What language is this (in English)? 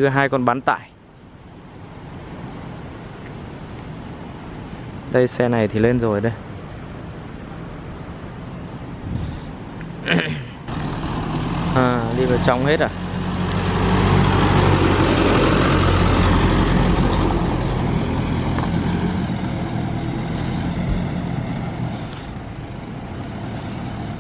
Vietnamese